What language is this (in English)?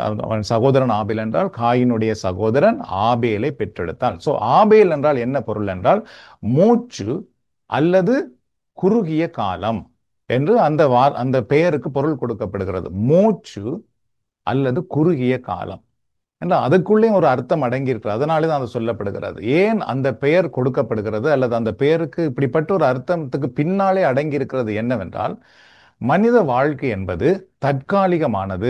Tamil